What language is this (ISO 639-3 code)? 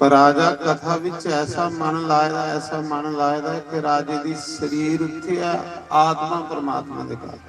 doi